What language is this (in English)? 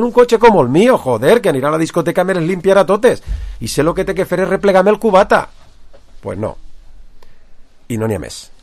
Catalan